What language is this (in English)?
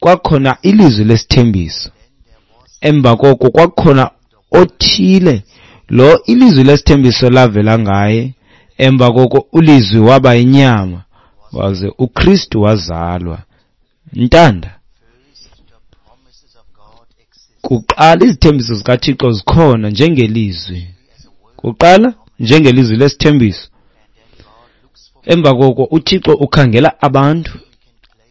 Xhosa